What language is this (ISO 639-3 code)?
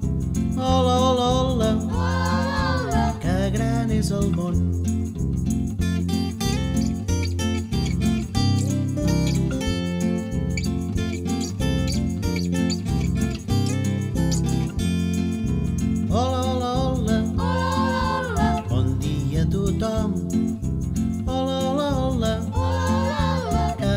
cat